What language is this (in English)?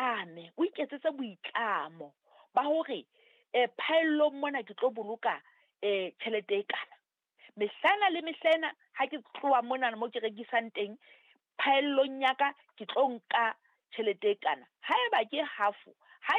Southern Sotho